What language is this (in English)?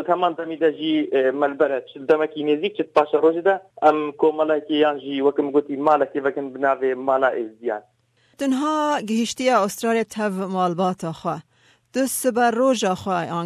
Kurdish